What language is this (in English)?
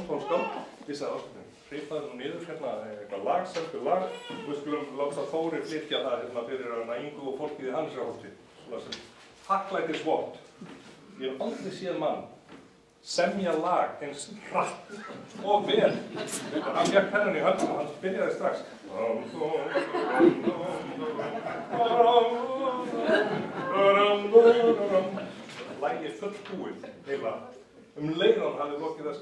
Icelandic